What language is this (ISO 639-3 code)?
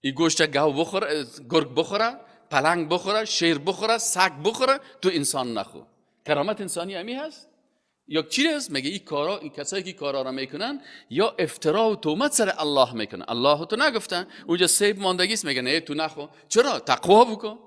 fas